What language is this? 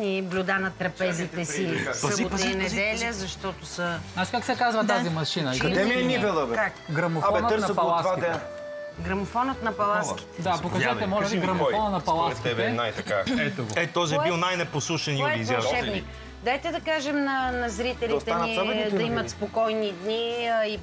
Bulgarian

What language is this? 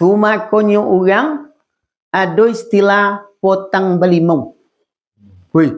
Minangkabau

